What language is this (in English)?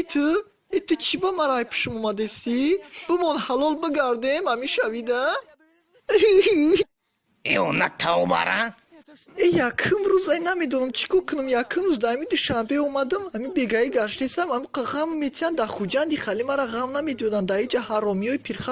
Tajik